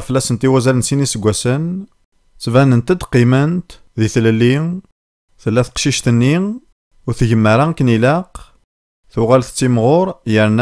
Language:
Kabyle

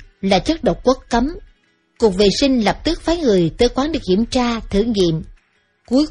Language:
Vietnamese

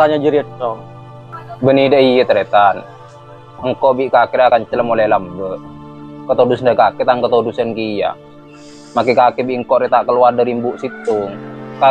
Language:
Madurese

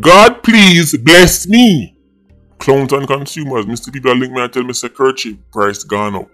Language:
Jamaican Creole English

